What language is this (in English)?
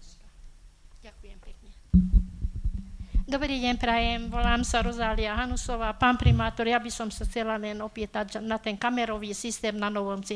Slovak